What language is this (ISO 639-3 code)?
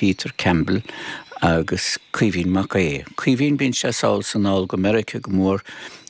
gle